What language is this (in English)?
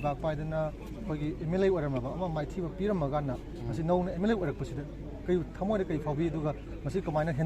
Manipuri